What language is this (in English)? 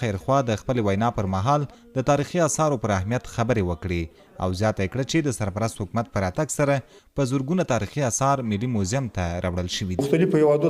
Pashto